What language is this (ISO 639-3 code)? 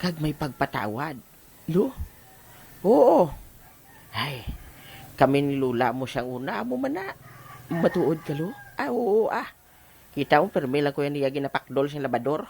hil